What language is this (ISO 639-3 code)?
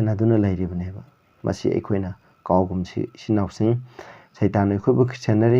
mni